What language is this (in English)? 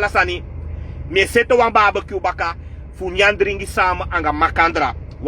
Sranan Tongo